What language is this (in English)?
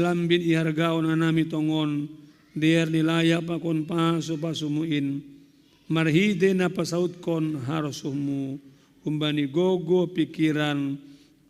Batak Simalungun